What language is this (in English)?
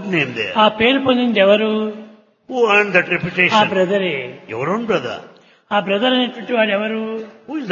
Telugu